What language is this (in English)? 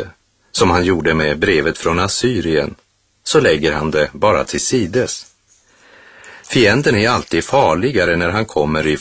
Swedish